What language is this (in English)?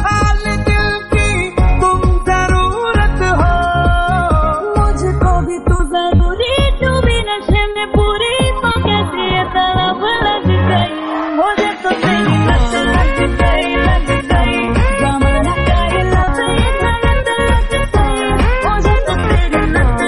Punjabi